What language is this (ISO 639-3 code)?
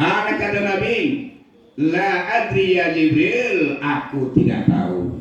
min